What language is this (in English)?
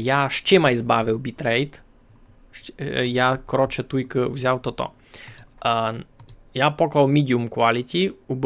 Rusyn